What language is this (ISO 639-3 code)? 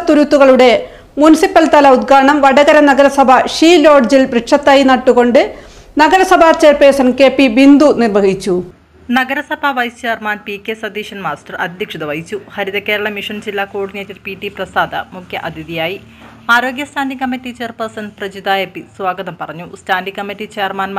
mal